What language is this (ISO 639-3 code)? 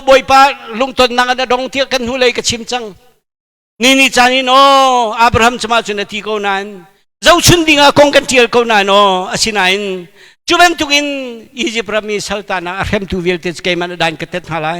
cnh